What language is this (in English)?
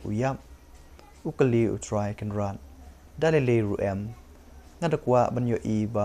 Khasi